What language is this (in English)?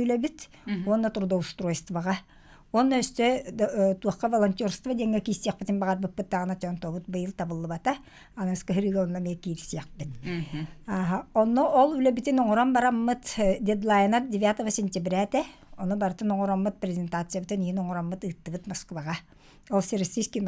Yakut